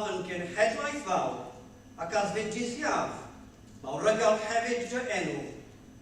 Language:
Welsh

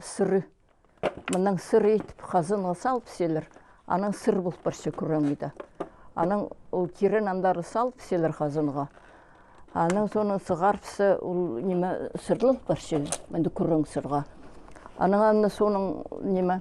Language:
Khakas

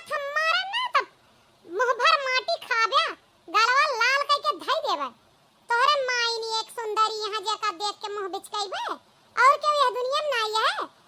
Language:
Awadhi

